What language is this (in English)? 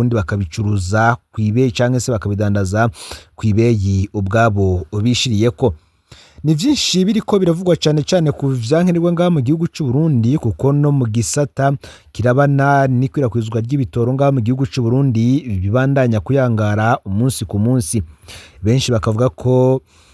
Rundi